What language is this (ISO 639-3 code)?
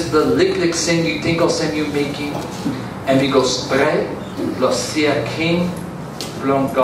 tpi